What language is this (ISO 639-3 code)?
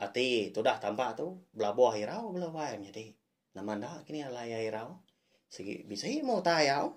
iba